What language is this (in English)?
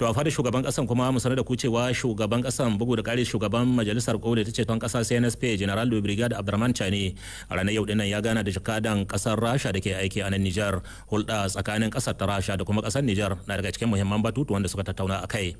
Hausa